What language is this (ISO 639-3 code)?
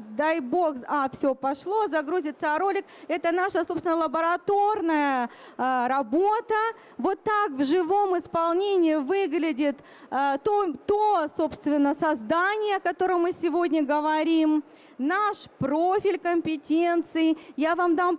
rus